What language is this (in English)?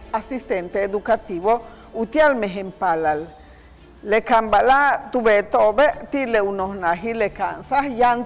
Yucateco